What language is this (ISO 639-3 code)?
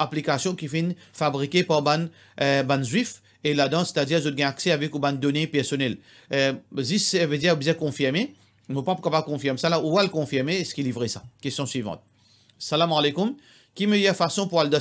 mfe